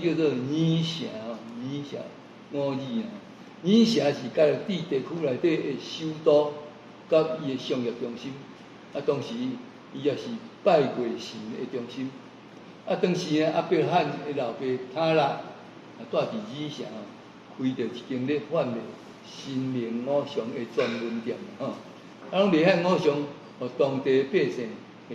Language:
Min Nan Chinese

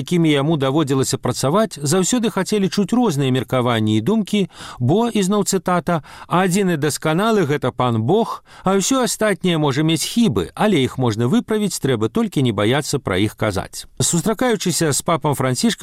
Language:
Belarusian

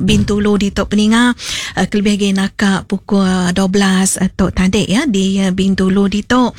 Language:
Iban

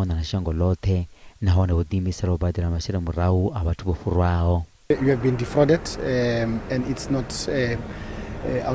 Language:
Venda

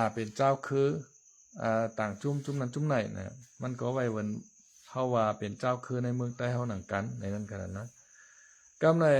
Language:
Shan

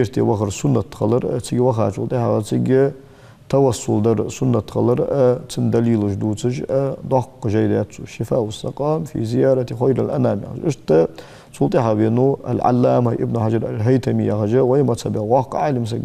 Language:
Ingush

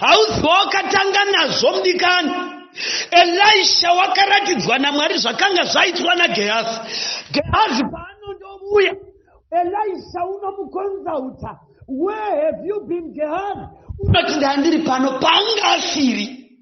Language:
Shona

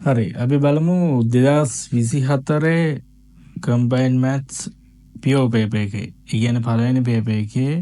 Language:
Sinhala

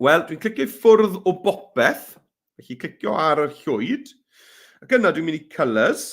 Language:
Welsh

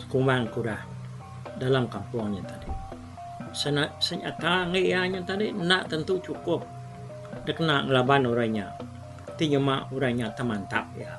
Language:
Iban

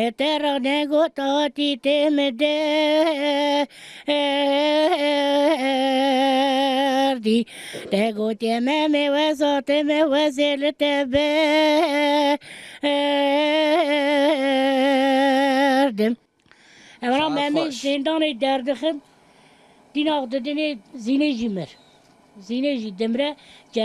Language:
Kurdish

